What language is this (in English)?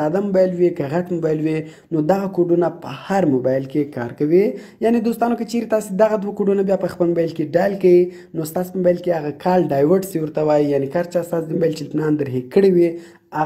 Pashto